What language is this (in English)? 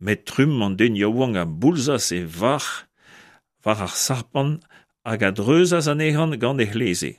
Breton